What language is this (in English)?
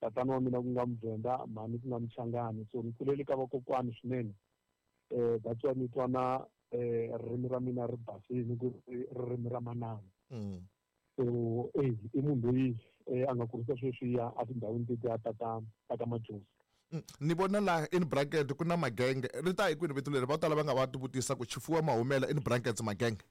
Tsonga